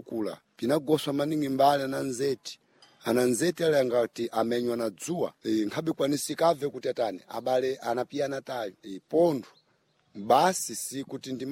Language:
Sena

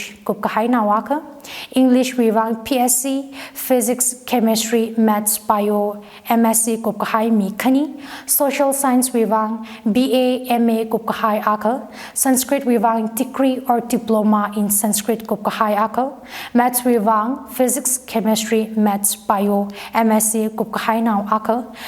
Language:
Tangkhul Naga (India)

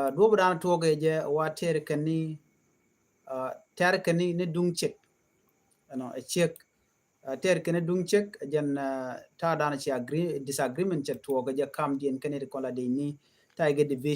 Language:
Nuer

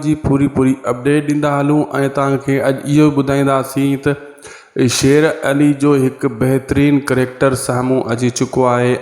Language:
Sindhi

